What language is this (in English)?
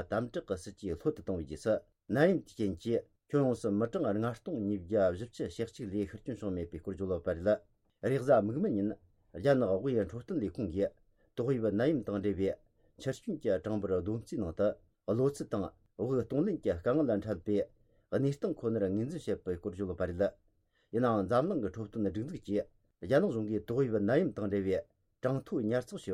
Tibetan